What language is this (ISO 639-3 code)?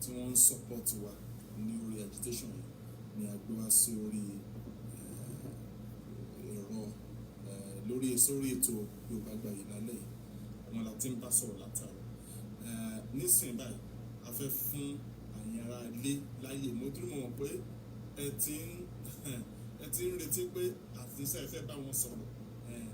yor